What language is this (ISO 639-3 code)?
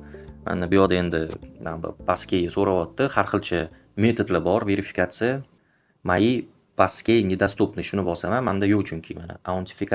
uzb